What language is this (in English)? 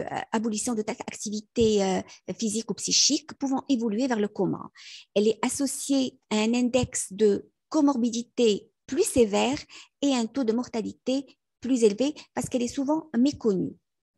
French